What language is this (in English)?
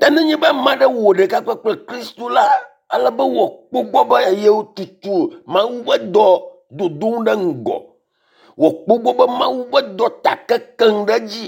Ewe